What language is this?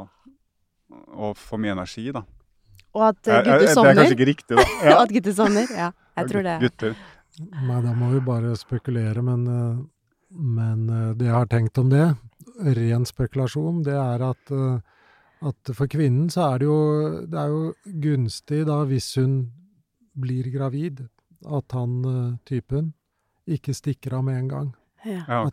Norwegian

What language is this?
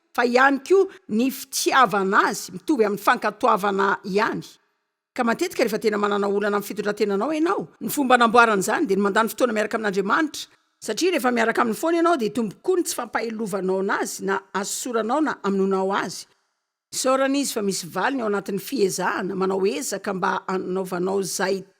Malagasy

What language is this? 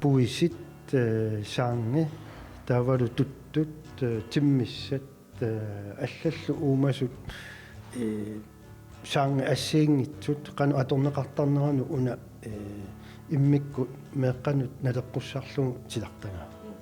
Kalaallisut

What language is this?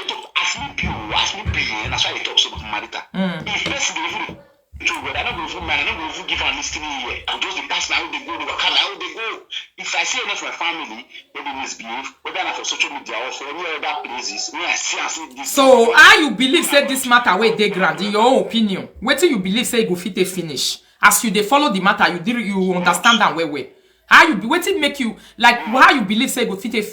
Nigerian Pidgin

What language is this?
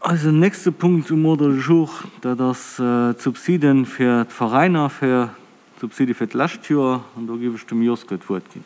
Luxembourgish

